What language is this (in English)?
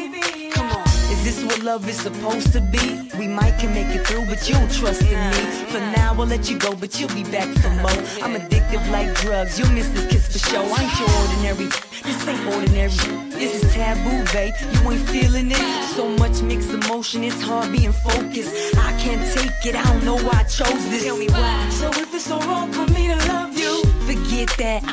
English